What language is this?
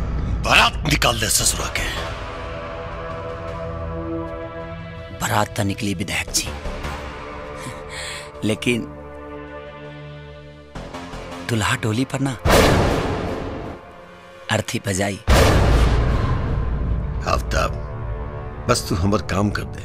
Bhojpuri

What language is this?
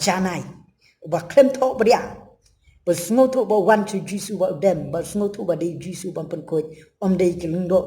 Khasi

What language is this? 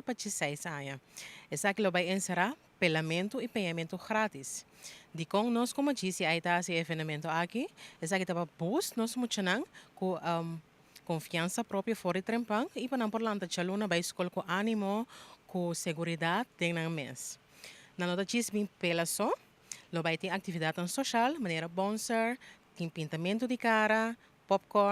Papiamento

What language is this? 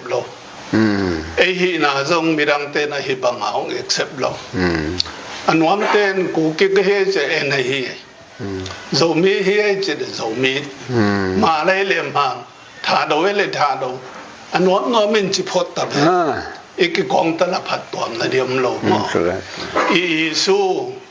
Tedim Chin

